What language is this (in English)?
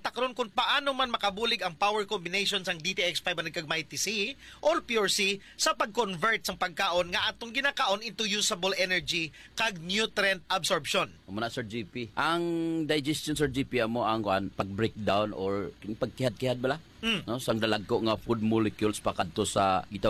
Hiligaynon